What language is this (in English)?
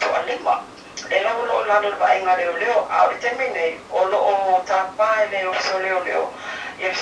Samoan